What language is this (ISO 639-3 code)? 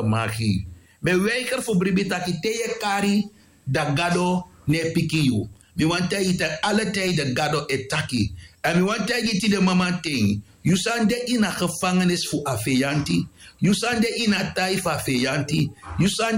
srn